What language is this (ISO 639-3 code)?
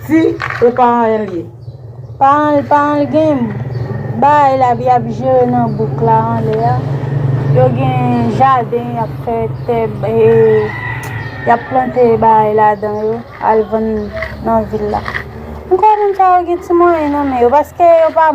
hat